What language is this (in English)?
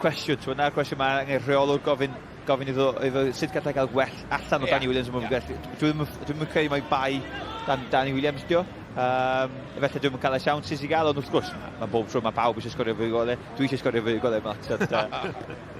Welsh